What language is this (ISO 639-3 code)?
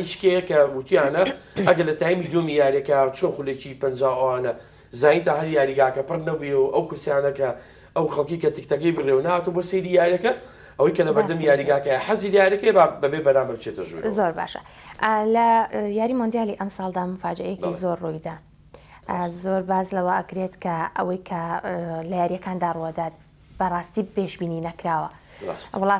ckb